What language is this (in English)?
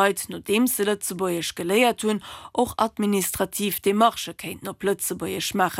Luxembourgish